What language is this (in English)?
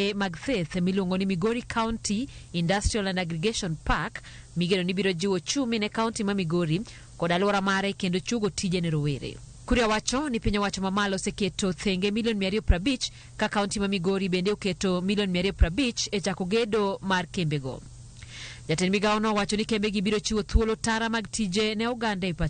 Luo (Kenya and Tanzania)